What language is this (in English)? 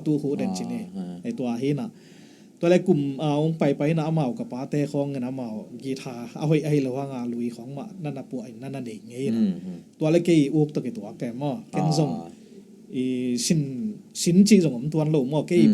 Tedim Chin